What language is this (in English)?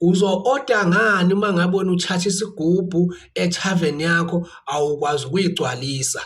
Zulu